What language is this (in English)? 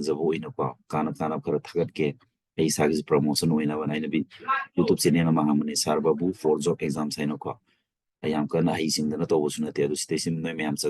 Manipuri